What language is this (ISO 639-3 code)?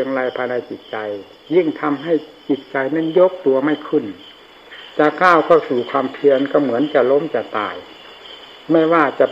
tha